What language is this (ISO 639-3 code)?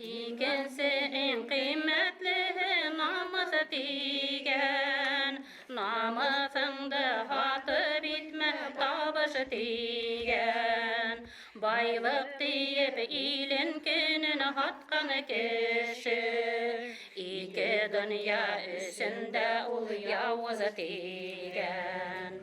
bak